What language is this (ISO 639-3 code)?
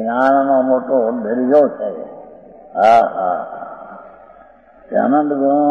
guj